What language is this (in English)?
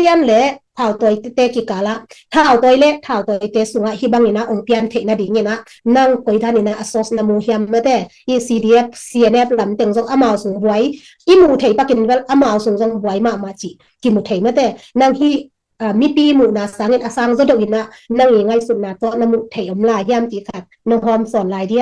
Tedim Chin